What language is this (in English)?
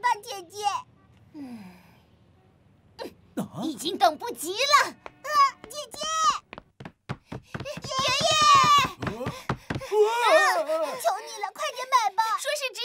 Chinese